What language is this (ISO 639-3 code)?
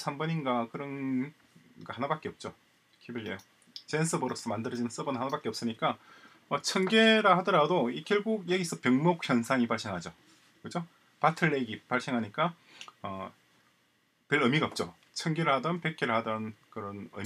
kor